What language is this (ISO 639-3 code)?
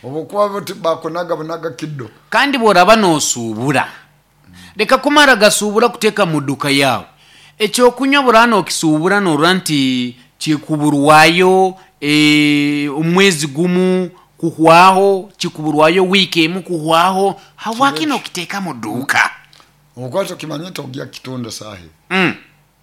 nyo